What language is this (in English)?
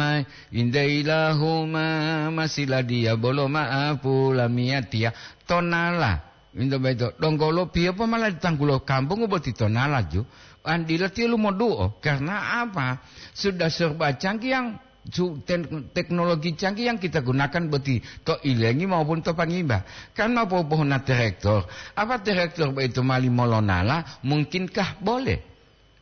Gorontalo